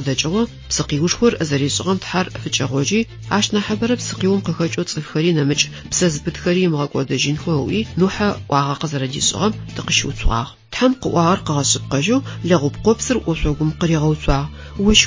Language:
Adyghe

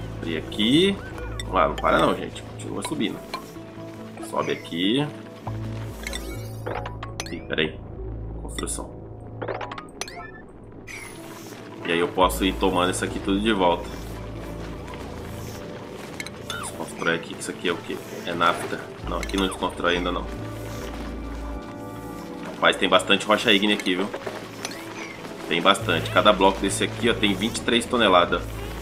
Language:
Portuguese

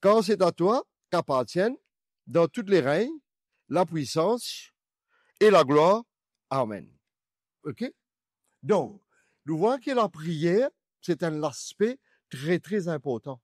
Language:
Morisyen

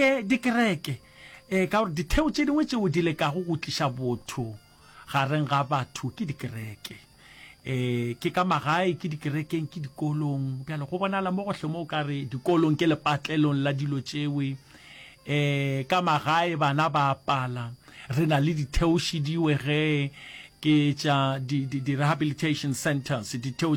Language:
Northern Sotho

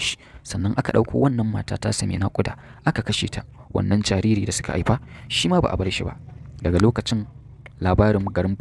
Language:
Hausa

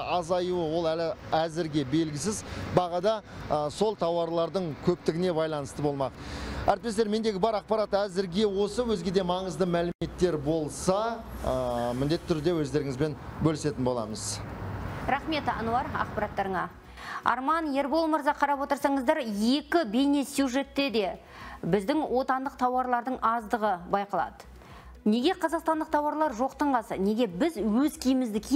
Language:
Kazakh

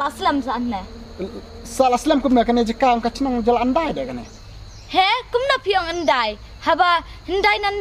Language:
Khasi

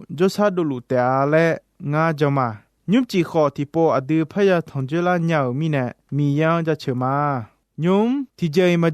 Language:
Akha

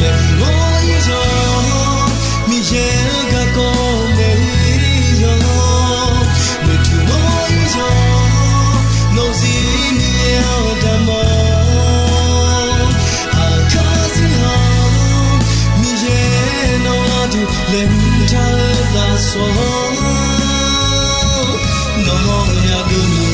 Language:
Akha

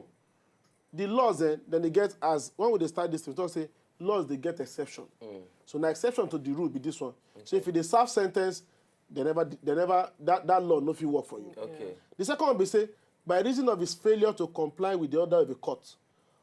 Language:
Nigerian Pidgin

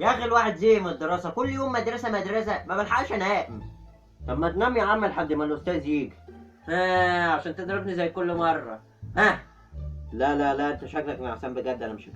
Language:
Egyptian Arabic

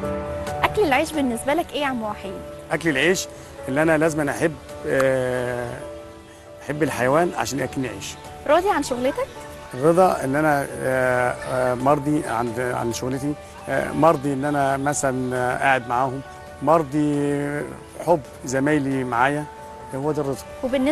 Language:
Egyptian Arabic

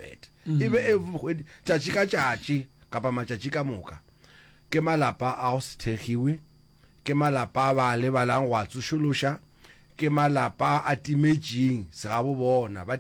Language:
Northern Sotho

